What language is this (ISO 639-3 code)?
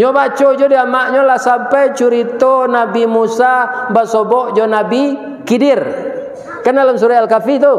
min